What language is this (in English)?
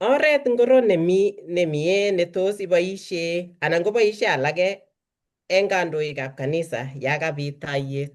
Kalenjin